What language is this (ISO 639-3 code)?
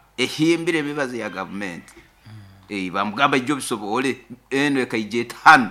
nyo